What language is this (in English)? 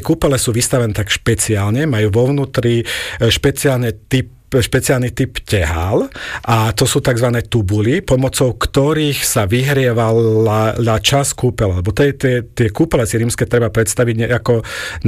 Slovak